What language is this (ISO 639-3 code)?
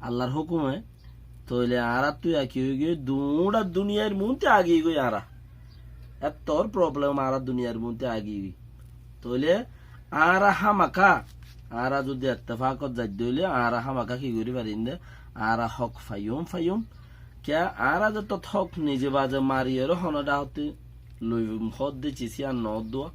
rhg